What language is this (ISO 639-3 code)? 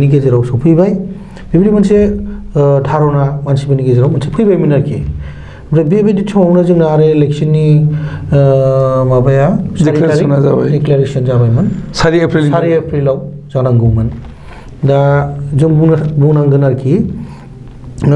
brx